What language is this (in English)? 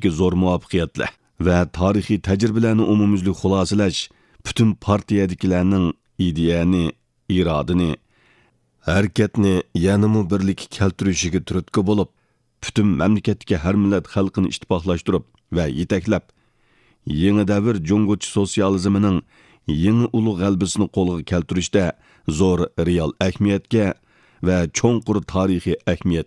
Uyghur